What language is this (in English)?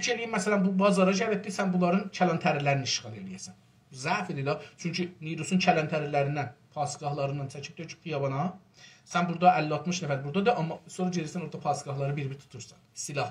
South Azerbaijani